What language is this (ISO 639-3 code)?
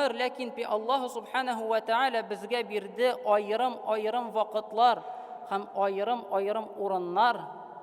tat